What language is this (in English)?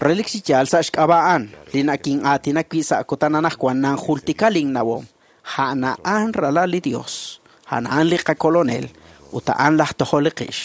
Kekchí